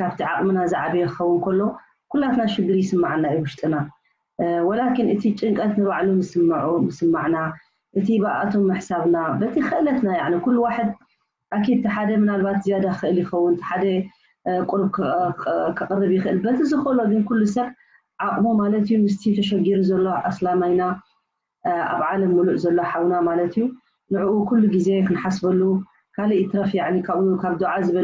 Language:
Tigrinya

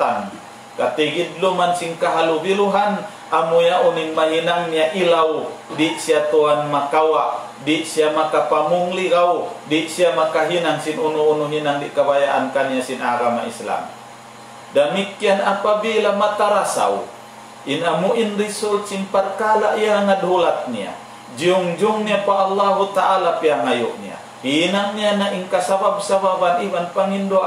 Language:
Tausug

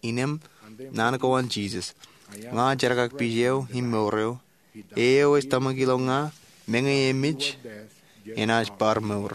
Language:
Marshallese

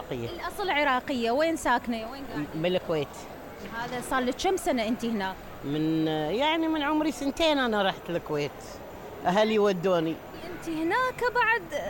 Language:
Mesopotamian Arabic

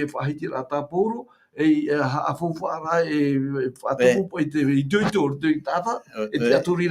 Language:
Tahitian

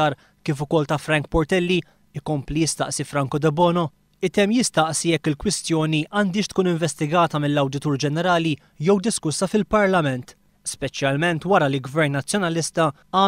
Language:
Maltese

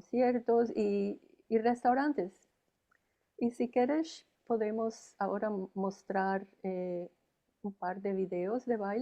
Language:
Ladino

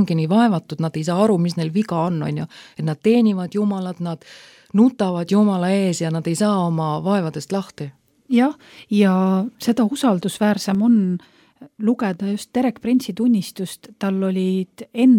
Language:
Estonian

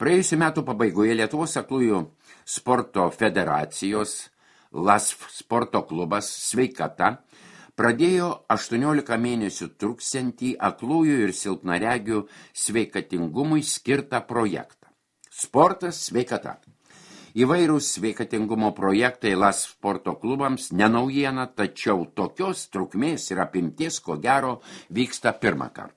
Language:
Lithuanian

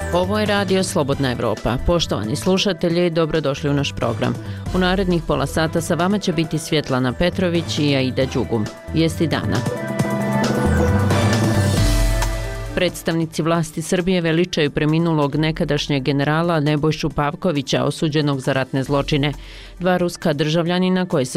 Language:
Bosnian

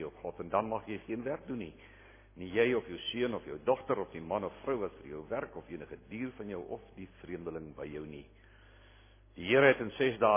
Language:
Afrikaans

